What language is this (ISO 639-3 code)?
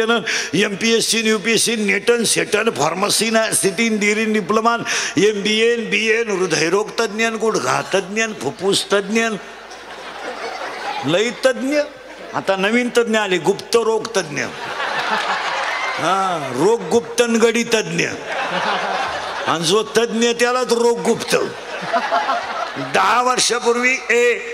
mar